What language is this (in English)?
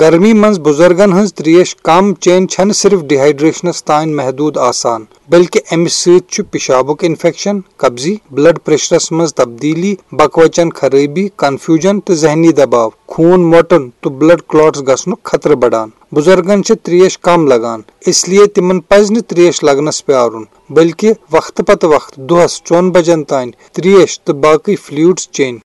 Kashmiri